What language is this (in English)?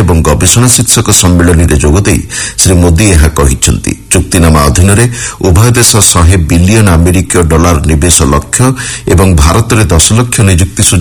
Odia